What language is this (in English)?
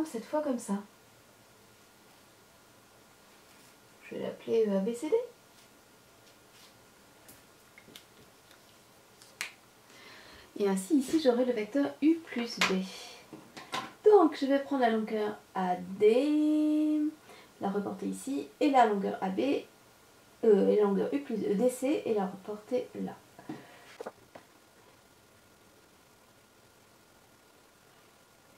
French